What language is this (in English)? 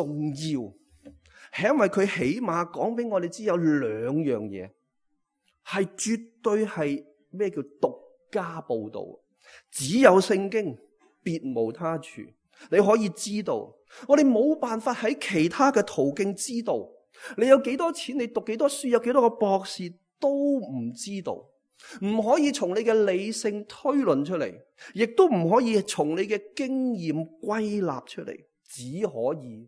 Cantonese